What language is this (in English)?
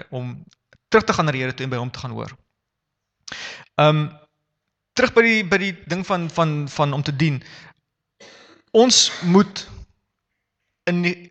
Afrikaans